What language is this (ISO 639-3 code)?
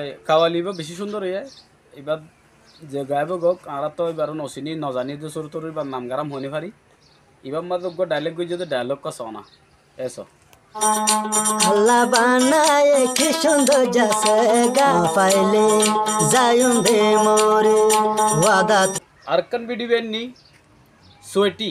rhg